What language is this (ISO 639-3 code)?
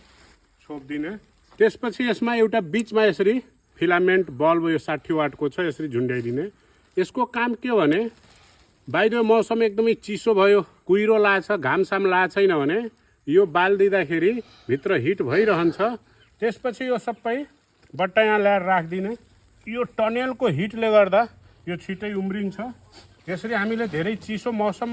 nep